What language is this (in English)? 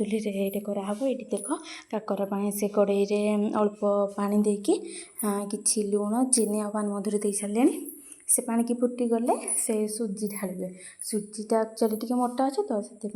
Odia